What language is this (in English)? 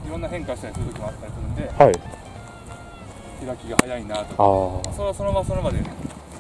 Japanese